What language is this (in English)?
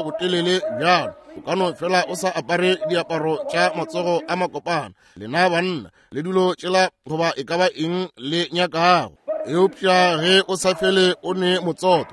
Northern Sotho